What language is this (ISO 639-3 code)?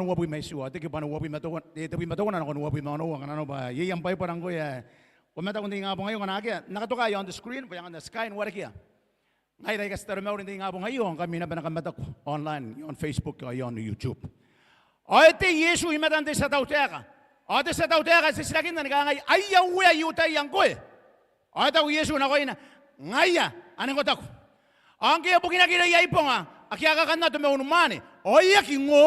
gil